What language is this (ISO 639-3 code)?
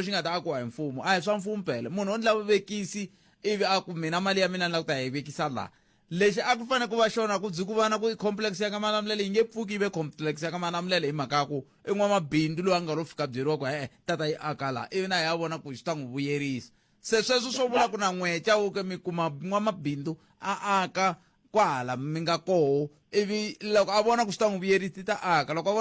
tso